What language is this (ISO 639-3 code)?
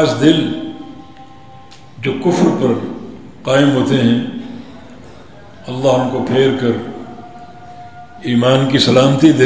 urd